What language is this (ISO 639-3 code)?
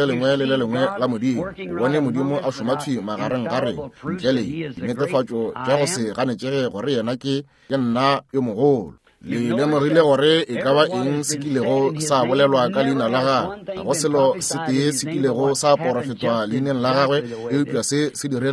nso